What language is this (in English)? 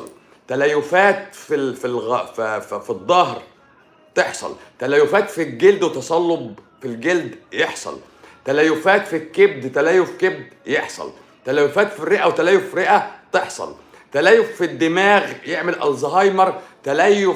Egyptian Arabic